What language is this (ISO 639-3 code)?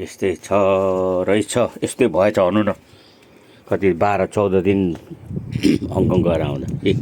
nep